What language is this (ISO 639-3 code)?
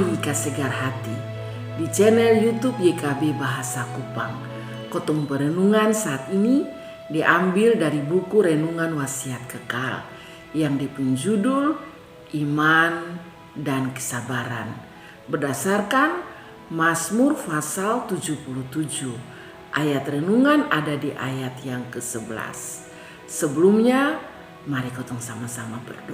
mkn